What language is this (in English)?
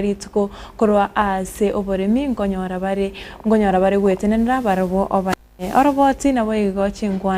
Gusii